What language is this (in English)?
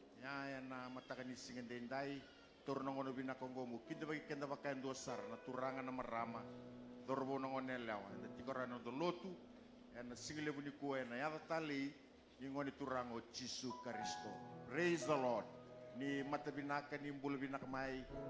Fijian